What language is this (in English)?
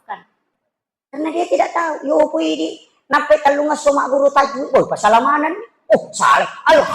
Buginese